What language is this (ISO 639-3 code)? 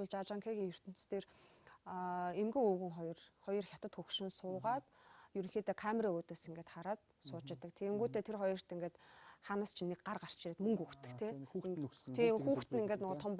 mon